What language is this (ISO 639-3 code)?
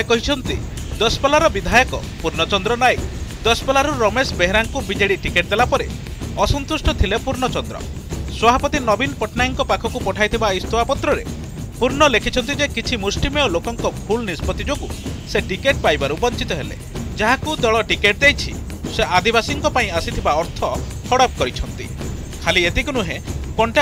ori